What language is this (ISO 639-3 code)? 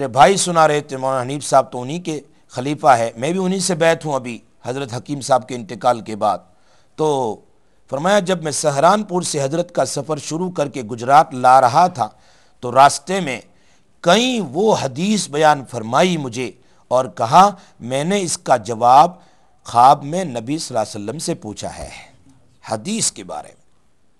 urd